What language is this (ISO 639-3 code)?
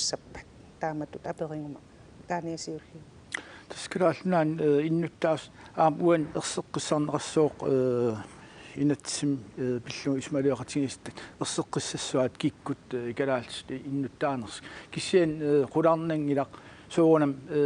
kal